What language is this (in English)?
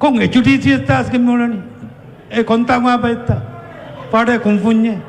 Divehi